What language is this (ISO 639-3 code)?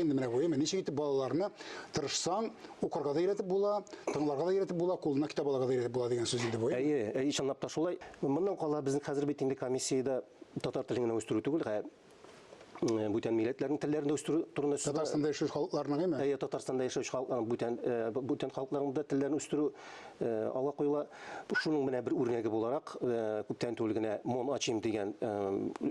tat